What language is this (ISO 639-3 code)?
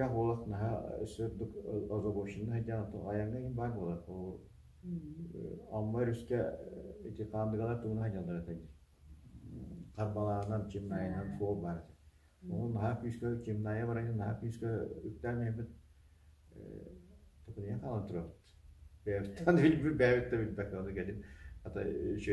sah